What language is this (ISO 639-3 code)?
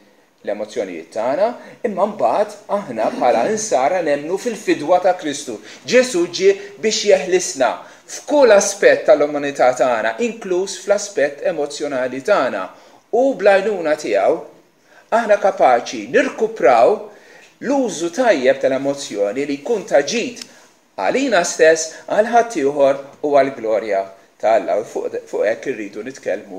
mlt